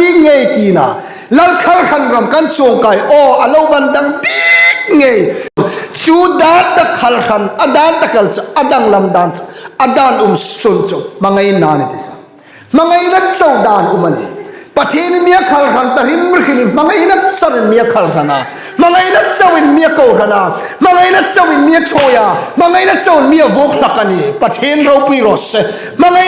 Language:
Hmar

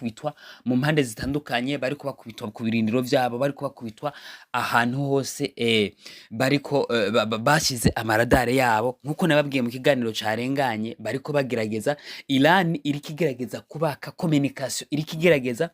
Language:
Rundi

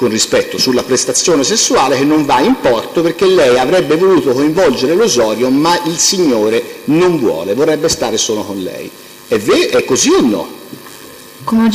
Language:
Italian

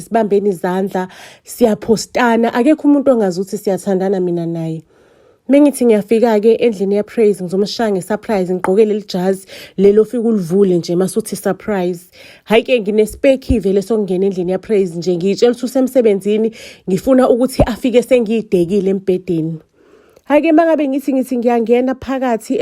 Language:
Zulu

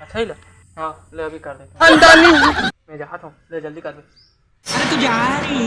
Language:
Chhattisgarhi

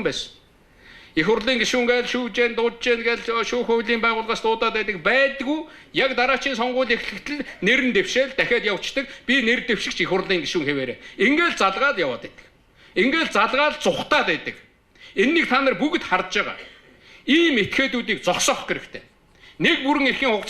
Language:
Mongolian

